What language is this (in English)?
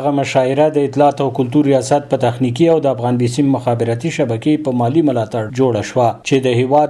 Pashto